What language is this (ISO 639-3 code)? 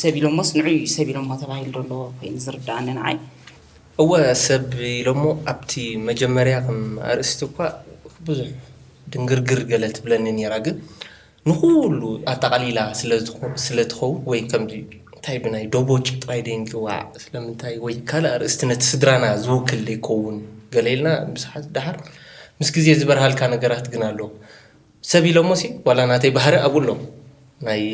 tir